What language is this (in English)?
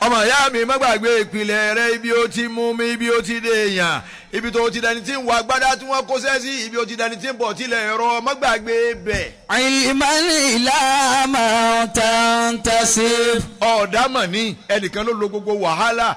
Yoruba